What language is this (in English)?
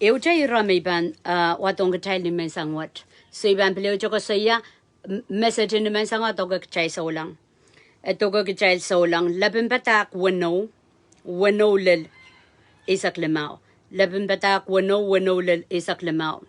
Pohnpeian